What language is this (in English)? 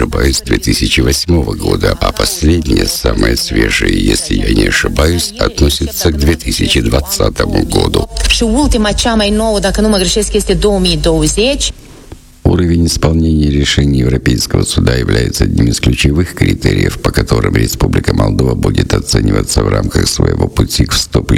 Russian